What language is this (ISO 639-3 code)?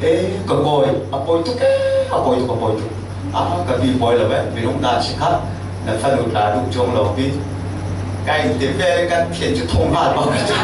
cfm